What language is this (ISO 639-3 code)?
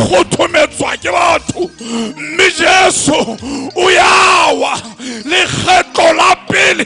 sot